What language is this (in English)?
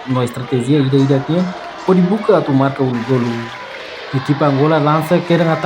Tetum